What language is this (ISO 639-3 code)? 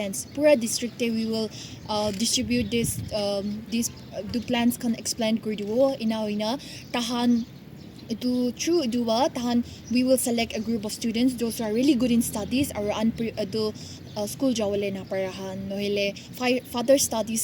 nag